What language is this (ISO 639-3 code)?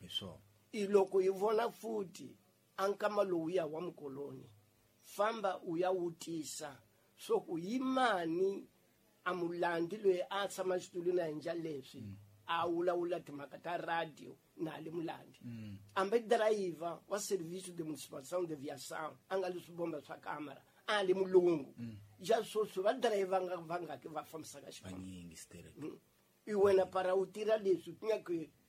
tso